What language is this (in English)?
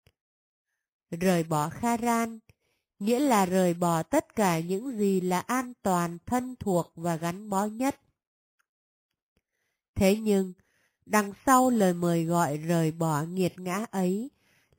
Vietnamese